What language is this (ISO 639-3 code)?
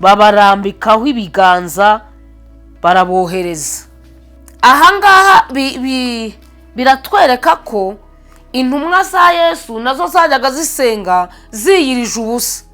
kin